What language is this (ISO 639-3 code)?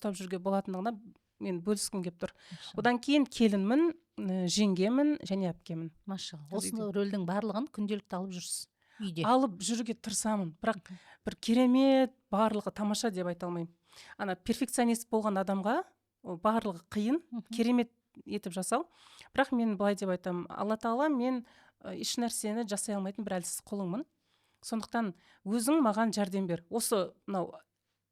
kaz